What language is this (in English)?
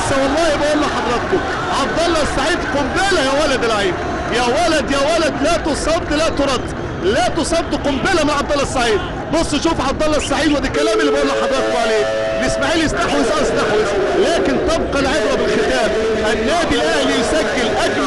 Egyptian Arabic